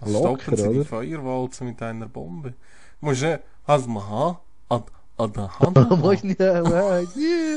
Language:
Swiss German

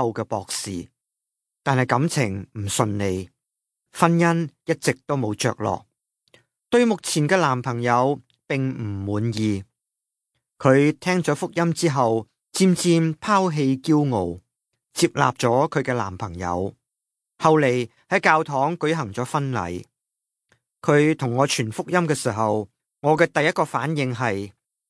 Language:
Cantonese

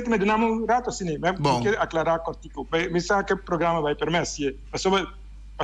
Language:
Papiamento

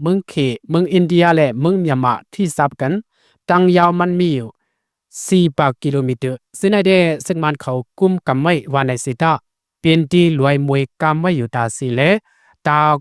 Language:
Shan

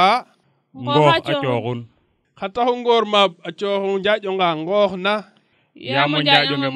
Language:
Serer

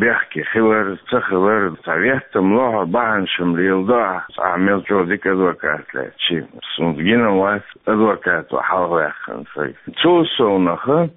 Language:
Chechen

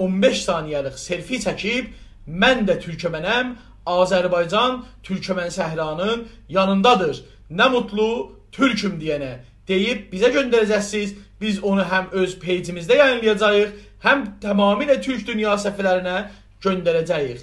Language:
South Azerbaijani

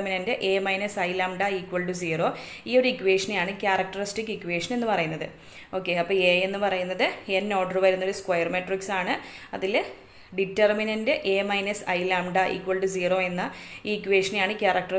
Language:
Malayalam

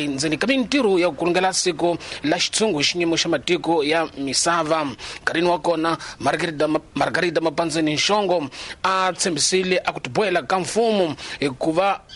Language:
Tsonga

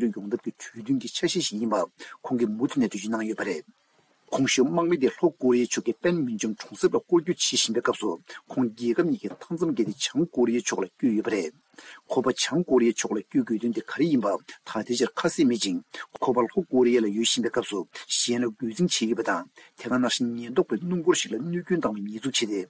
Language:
Tibetan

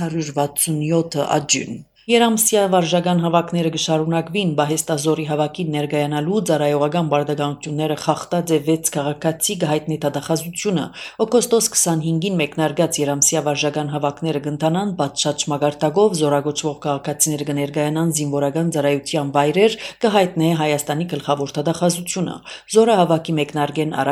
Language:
Armenian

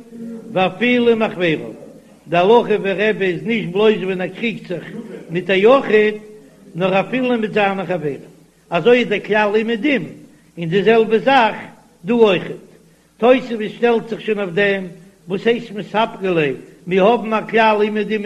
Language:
Yiddish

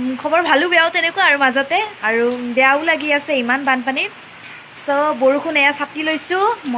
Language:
Assamese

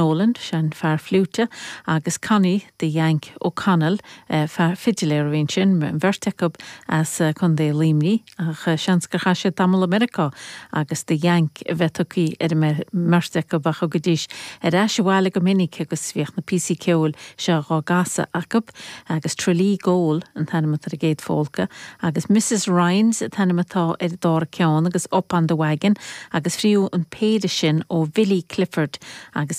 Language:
Irish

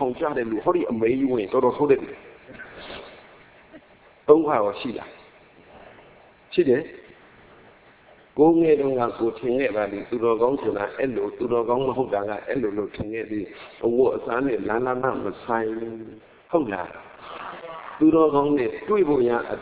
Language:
Burmese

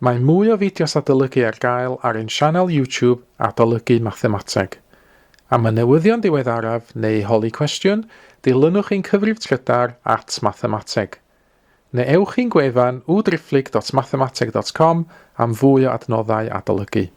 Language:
Welsh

